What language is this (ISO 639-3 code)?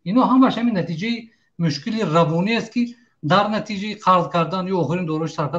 tgk